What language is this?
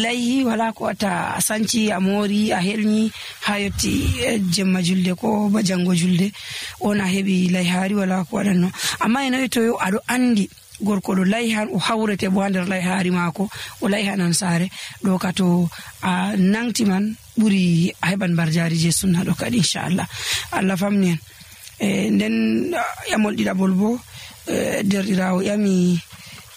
Nigerian Fulfulde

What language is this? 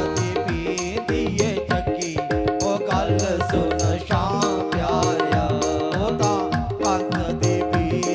Dogri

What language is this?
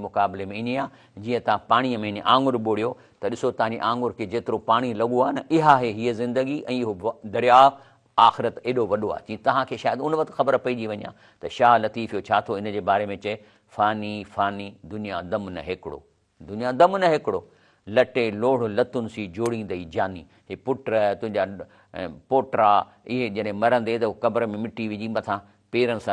Sindhi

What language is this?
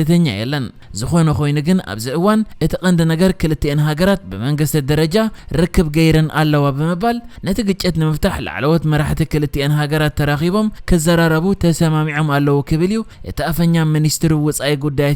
Tigrinya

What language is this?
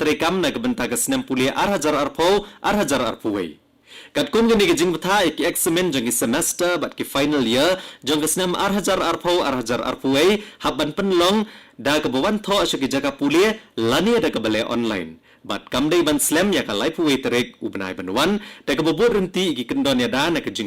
Khasi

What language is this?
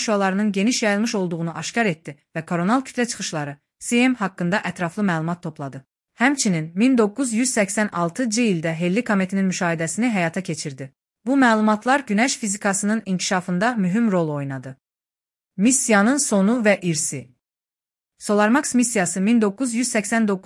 Azerbaijani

